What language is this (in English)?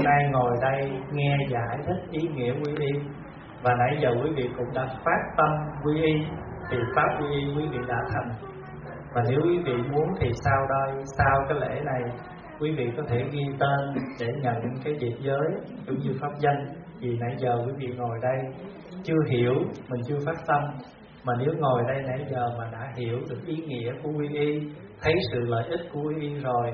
Vietnamese